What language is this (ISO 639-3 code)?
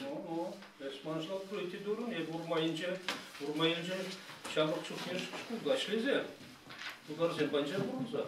chv